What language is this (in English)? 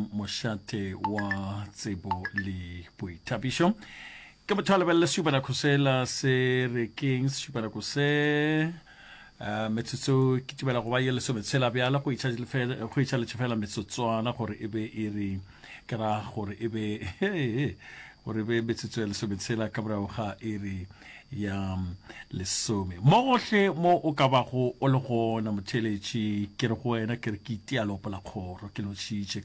Northern Sotho